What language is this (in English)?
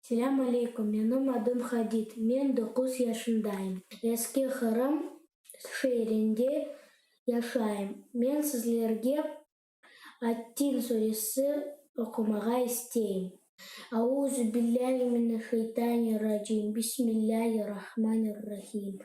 Crimean Tatar